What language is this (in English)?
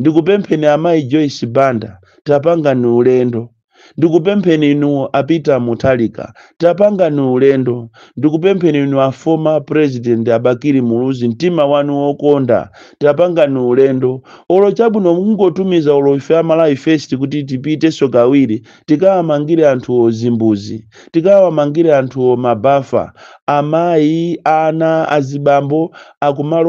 Nyanja